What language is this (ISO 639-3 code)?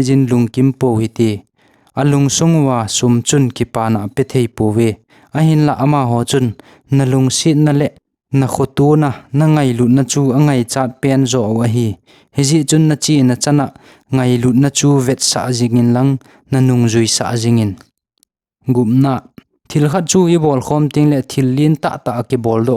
tcz